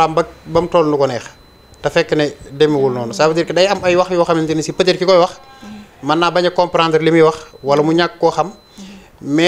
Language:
Wolof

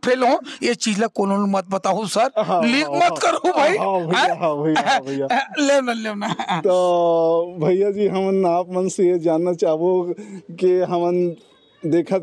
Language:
Chhattisgarhi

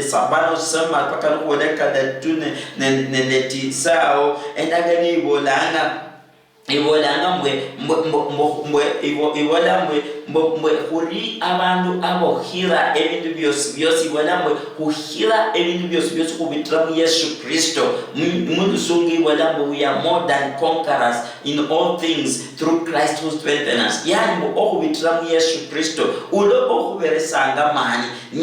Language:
Luyia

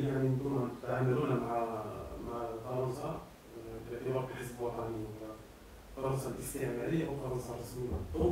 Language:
Arabic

